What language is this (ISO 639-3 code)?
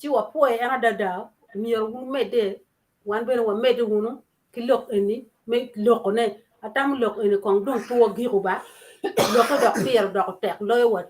ach